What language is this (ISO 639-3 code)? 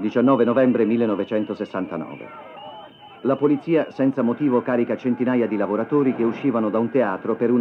ita